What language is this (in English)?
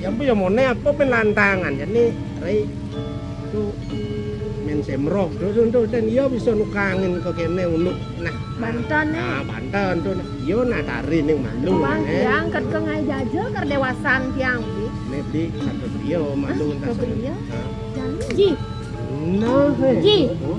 Balinese